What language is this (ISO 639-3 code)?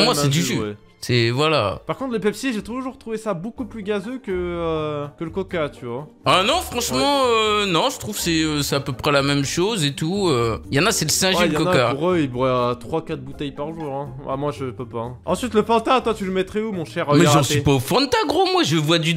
fra